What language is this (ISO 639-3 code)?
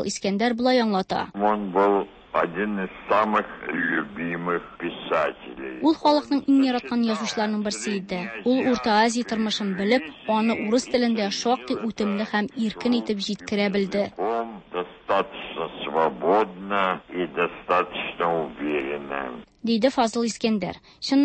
tat